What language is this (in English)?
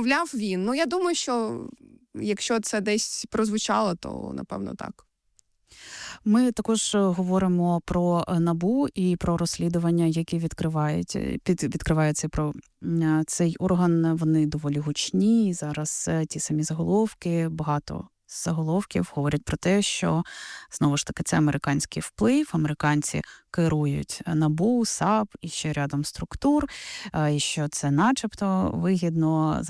Ukrainian